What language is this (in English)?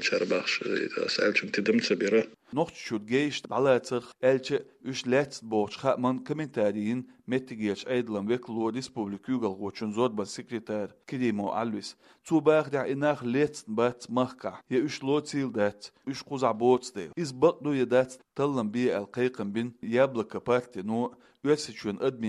Chechen